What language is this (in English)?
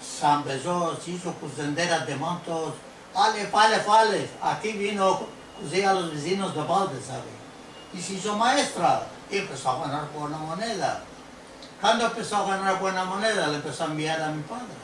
Ladino